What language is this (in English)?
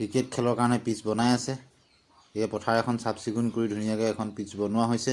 Assamese